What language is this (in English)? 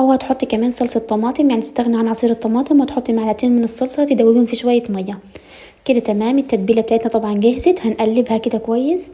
Egyptian Arabic